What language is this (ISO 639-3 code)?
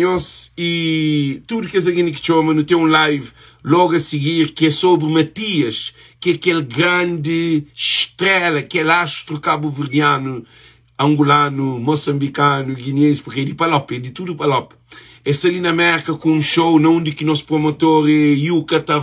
kea